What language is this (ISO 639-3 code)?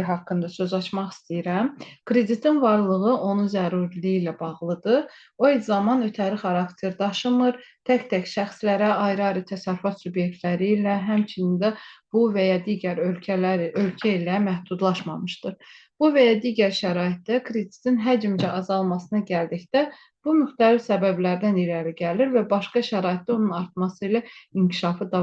aze